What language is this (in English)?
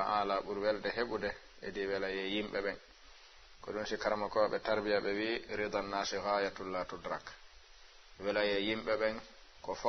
Fula